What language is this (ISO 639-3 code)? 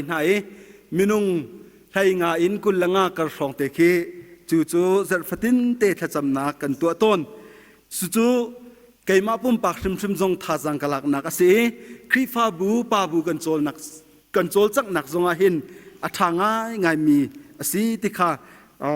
cnh